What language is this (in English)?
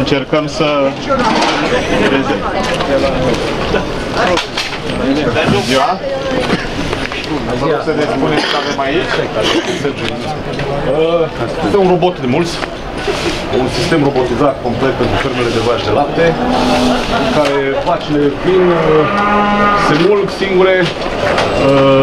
Romanian